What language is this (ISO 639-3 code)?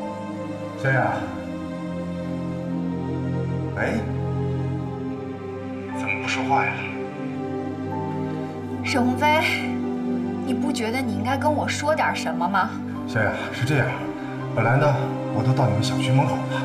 zho